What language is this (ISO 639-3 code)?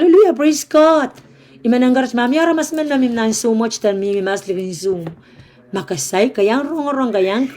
pon